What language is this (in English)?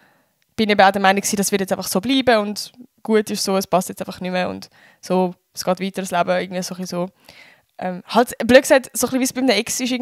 Swiss German